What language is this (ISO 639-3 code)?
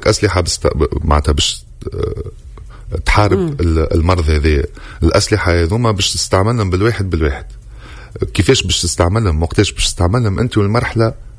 aeb